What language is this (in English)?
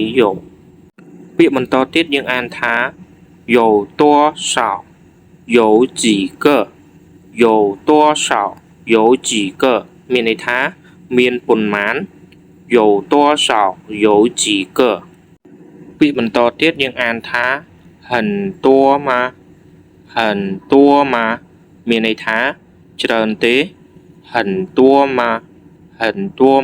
Khmer